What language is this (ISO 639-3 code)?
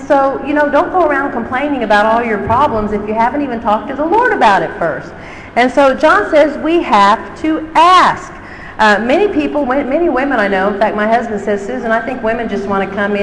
eng